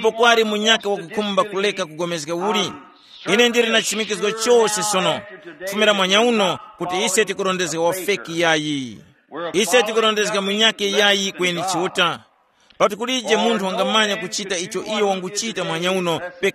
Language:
Tumbuka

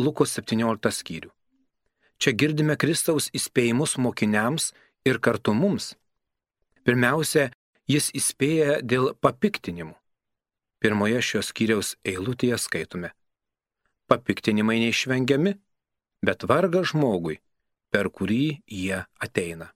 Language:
Lithuanian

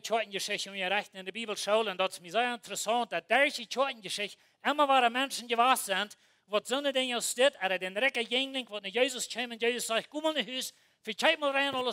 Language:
Plautdietsch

